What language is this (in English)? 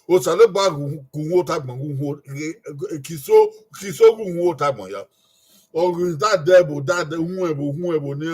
Bini